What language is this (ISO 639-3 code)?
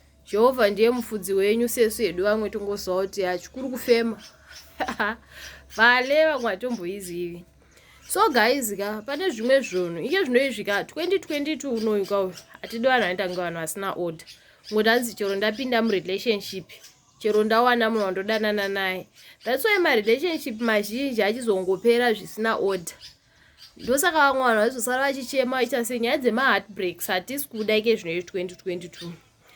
sna